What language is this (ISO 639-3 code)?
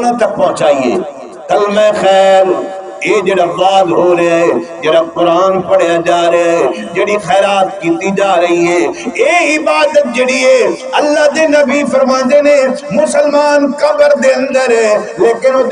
skr